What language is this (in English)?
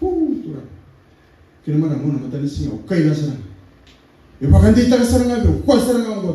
Fijian